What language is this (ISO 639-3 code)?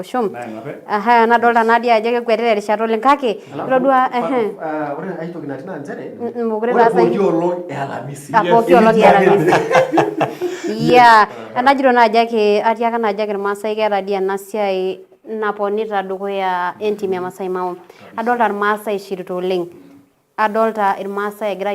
mas